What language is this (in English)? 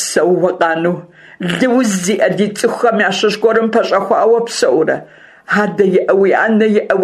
Kabardian